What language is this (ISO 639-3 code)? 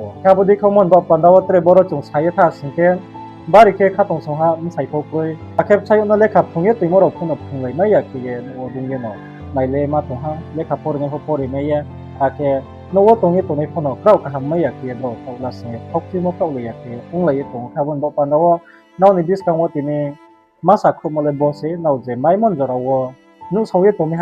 ria